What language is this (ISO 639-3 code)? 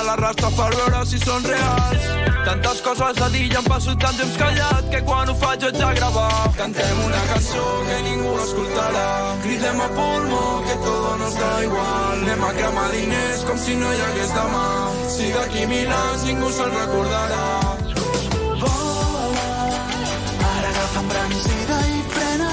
cat